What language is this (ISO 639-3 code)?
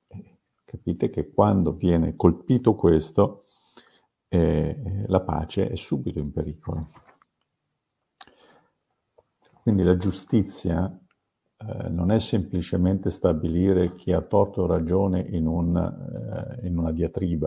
ita